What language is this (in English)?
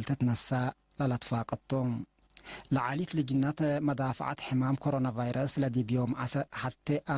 Tigre